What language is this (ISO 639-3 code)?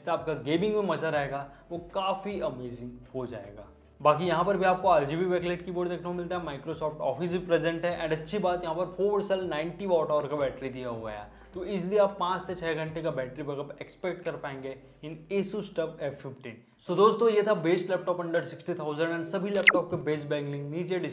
hin